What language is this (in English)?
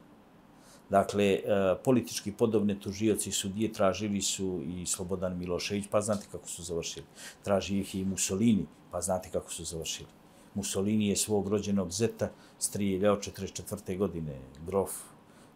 Serbian